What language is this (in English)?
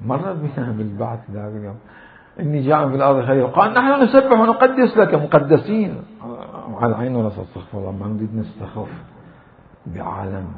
Mesopotamian Arabic